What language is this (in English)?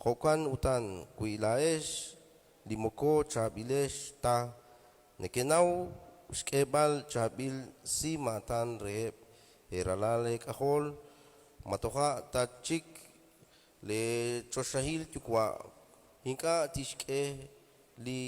Kekchí